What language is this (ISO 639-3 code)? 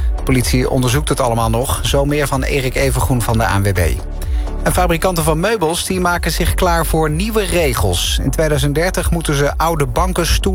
nld